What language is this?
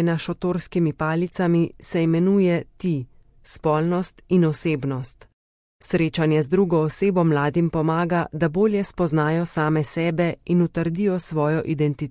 Slovenian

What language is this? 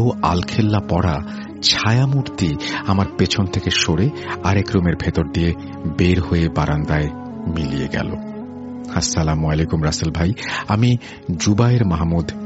Bangla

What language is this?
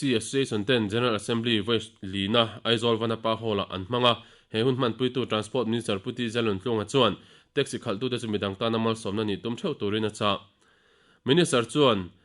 Mizo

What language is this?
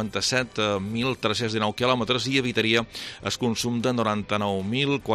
Catalan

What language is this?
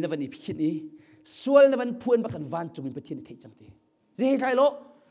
Hakha Chin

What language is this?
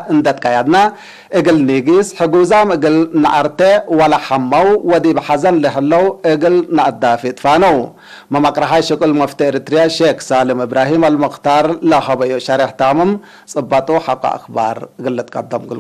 Tigre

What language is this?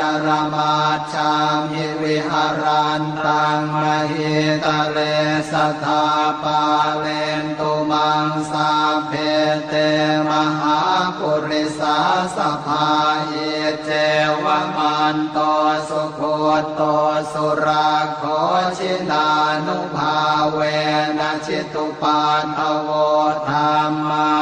Pali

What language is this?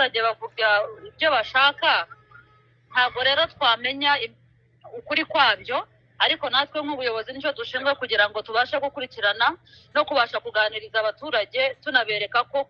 Kinyarwanda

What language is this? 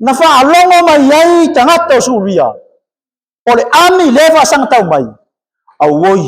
Samoan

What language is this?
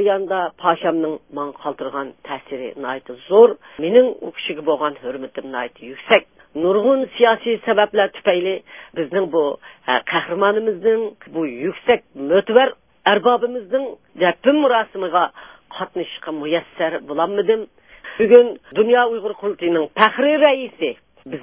Uyghur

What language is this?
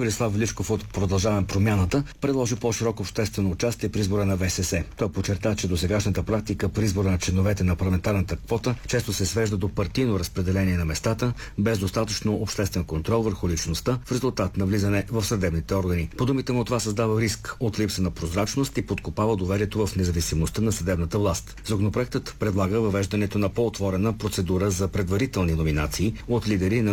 Bulgarian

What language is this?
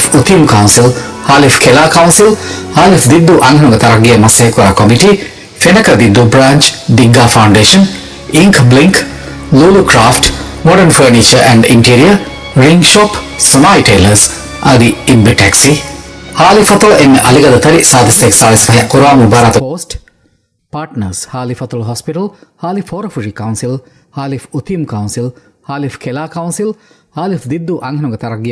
Divehi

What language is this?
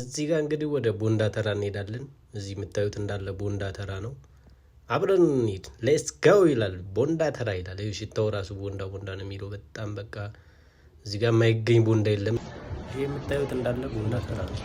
Amharic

